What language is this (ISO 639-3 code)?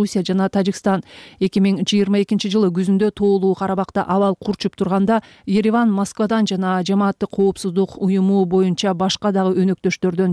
kir